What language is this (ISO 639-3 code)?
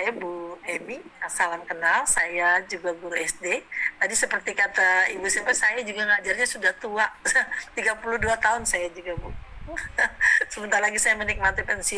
ind